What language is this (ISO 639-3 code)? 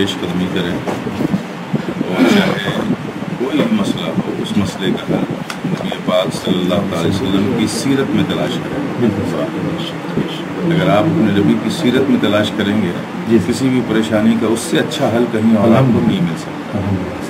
urd